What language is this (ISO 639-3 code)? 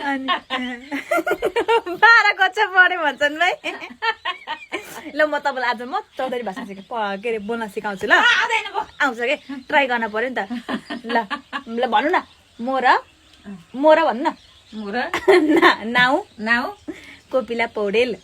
nep